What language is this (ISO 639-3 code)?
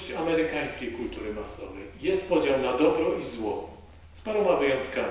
pol